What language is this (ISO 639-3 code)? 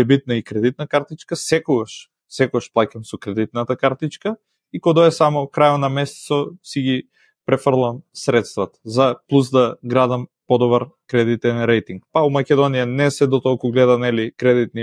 mkd